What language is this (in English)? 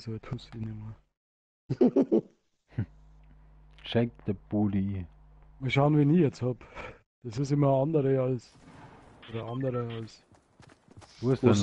Bavarian